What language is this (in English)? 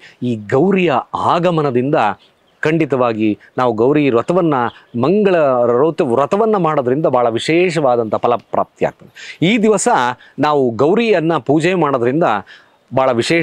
Kannada